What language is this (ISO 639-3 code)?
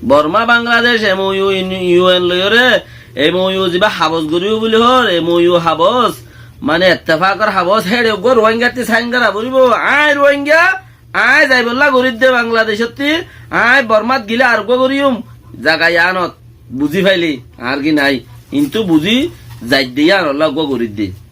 rhg